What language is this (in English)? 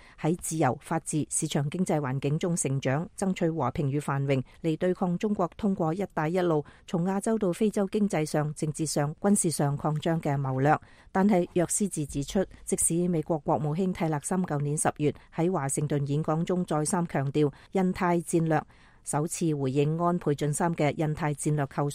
Cantonese